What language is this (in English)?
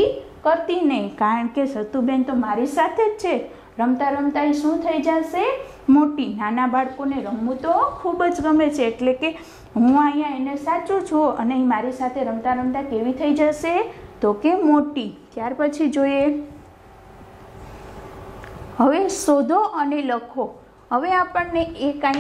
Gujarati